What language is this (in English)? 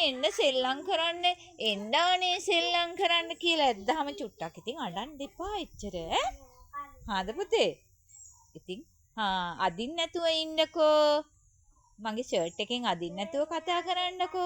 Sinhala